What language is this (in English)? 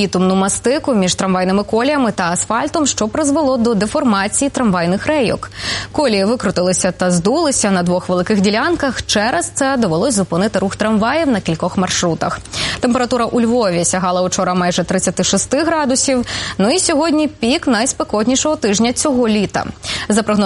Ukrainian